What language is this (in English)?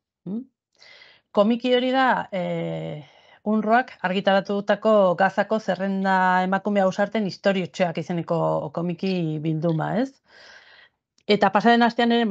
Basque